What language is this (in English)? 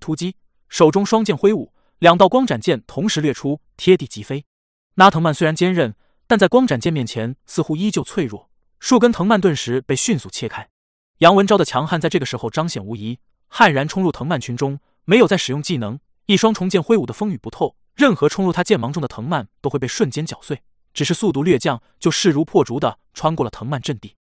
Chinese